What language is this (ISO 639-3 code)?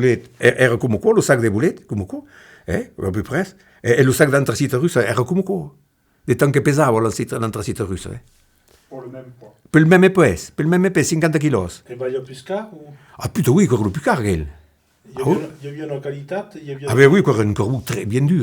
oci